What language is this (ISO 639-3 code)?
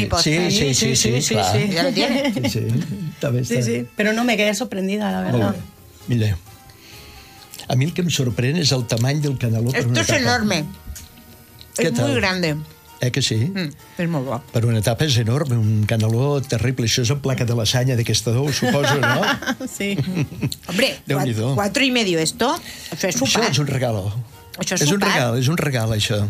cat